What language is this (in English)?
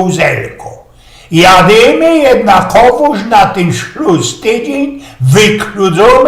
Silesian